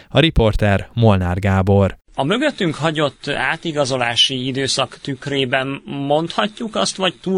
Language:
Hungarian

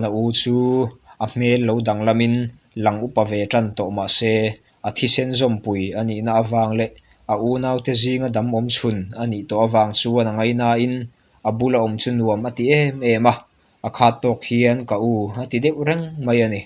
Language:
Mizo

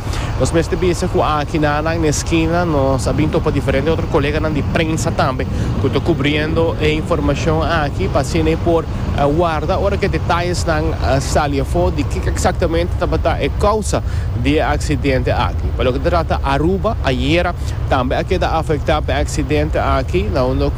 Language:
Papiamento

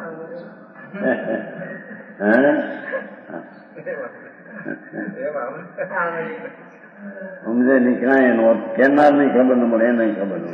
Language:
Gujarati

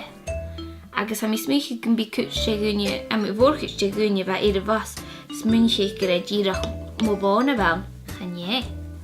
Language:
Scottish Gaelic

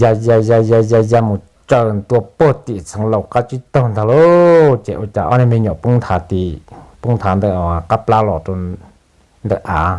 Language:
Hmong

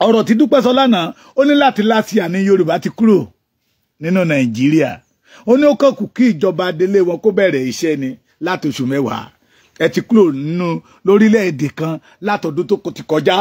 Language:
Yoruba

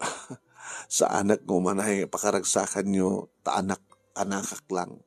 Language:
Iloko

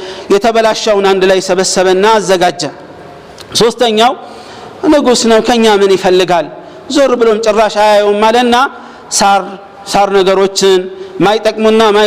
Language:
Amharic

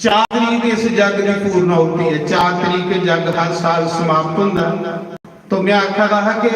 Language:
Dogri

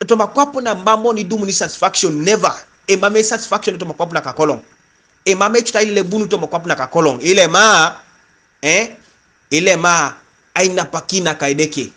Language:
Teso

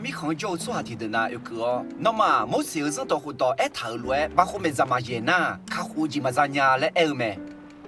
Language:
Akha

